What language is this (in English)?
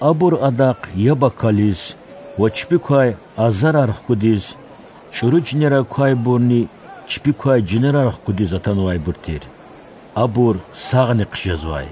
Lezghian